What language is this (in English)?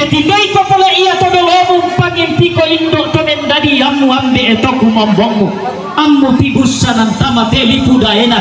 Toraja-Sa'dan